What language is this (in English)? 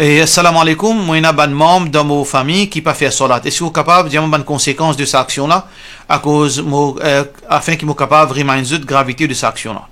Morisyen